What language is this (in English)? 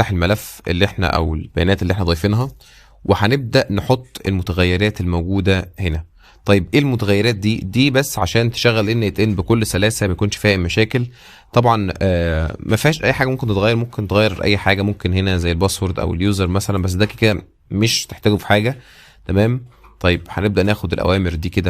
Egyptian Arabic